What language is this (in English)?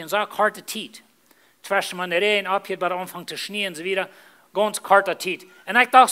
Plautdietsch